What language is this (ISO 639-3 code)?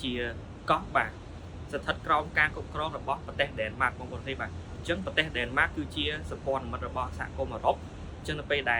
khm